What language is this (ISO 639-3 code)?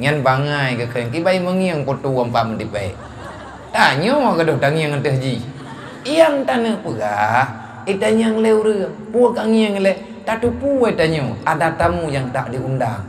ace